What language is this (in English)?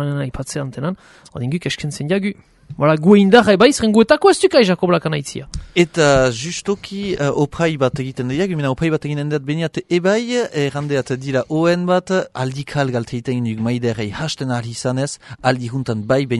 Basque